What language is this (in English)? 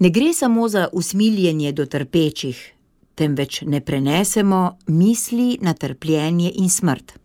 Slovenian